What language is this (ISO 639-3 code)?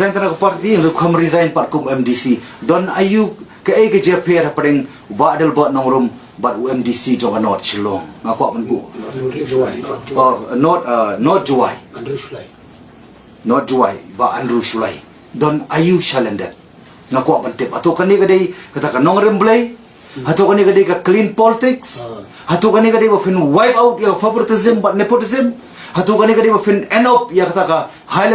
kha